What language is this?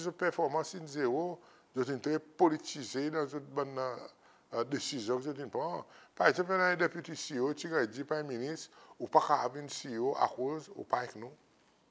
Seselwa Creole French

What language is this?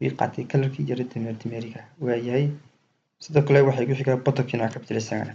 Somali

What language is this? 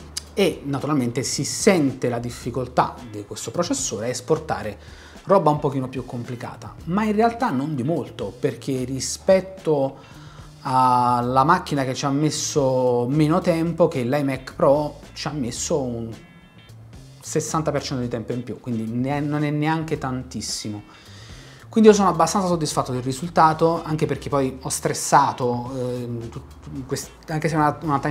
Italian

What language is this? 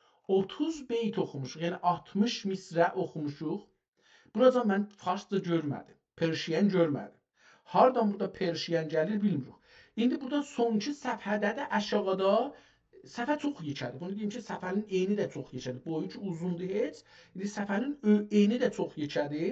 South Azerbaijani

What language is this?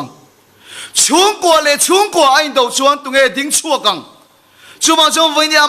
Mizo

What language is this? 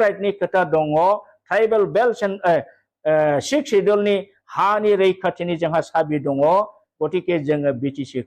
Bodo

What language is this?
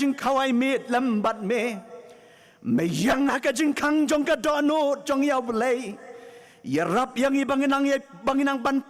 Khasi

